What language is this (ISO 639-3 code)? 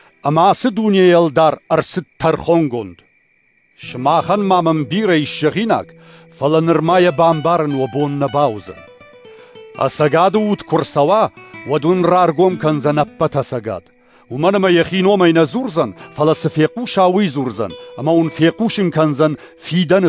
oss